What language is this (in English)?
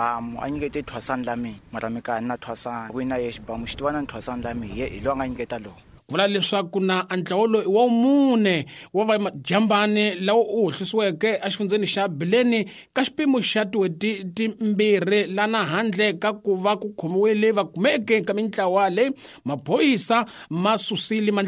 Tsonga